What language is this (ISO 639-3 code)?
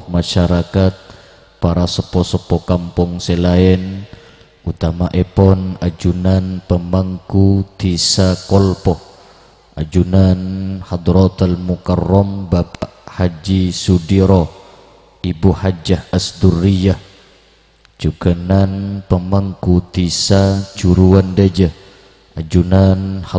mad